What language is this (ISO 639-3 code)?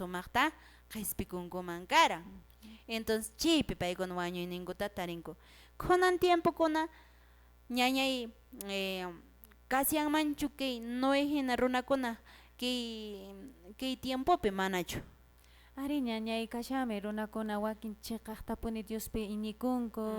que